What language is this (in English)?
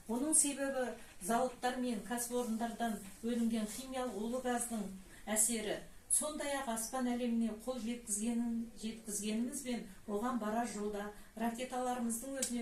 Kazakh